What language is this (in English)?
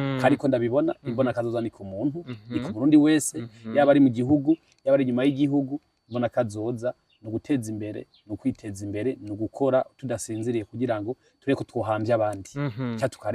Rundi